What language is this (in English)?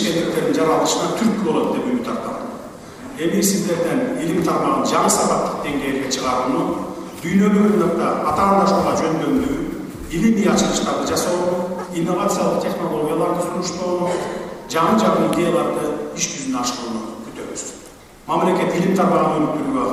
Kyrgyz